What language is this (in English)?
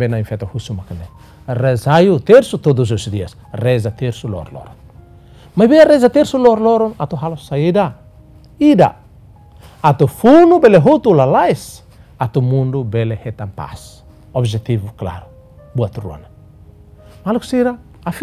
Tetum